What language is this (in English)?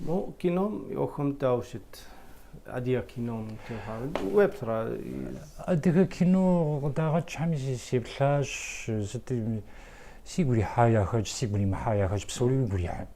Kabardian